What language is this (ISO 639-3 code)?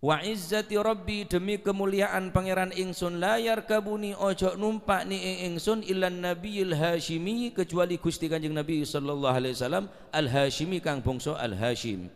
mad